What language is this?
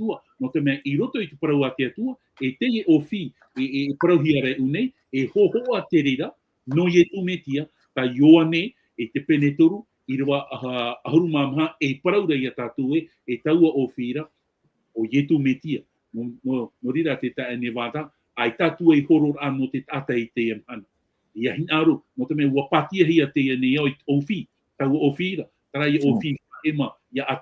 Tahitian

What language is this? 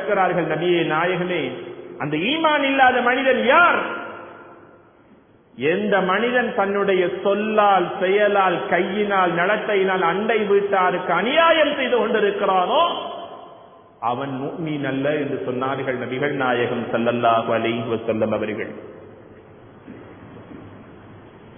Tamil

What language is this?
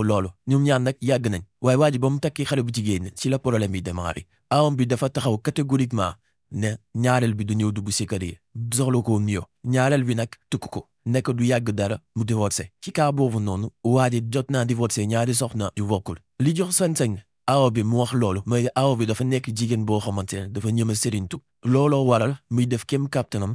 Wolof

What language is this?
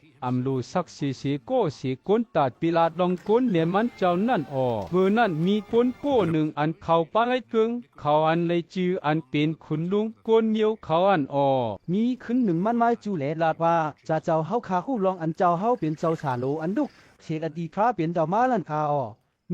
Shan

